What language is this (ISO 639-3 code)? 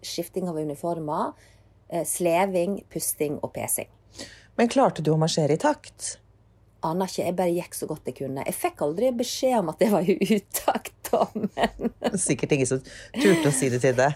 nor